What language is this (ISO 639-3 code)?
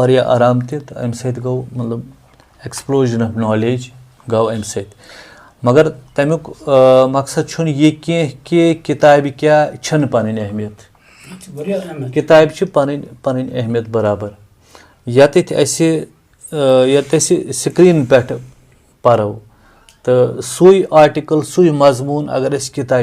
kas